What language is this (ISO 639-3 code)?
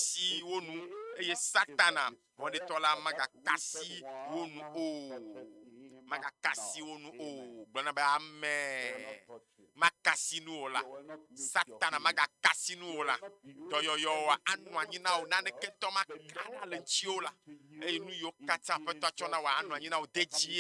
ewe